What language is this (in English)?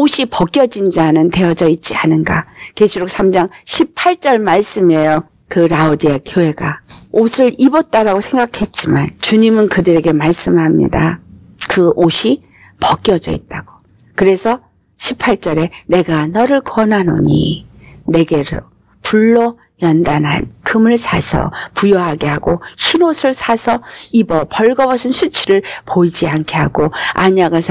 Korean